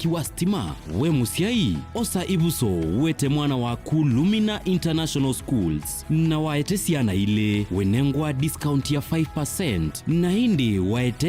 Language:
Kamba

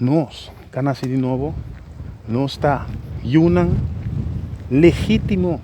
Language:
Papiamento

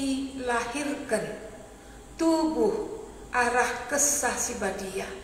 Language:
Batak Karo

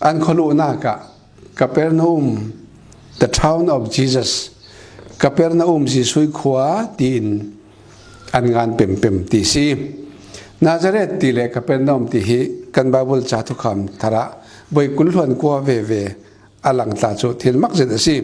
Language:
Falam Chin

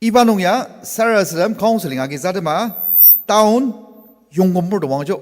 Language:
Ao Naga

